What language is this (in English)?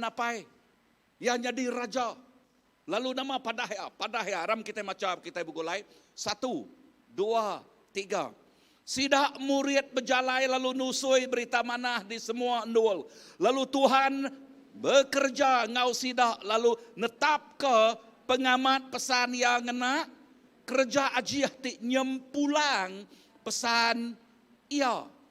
Iban